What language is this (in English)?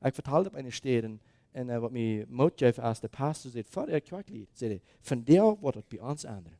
Plautdietsch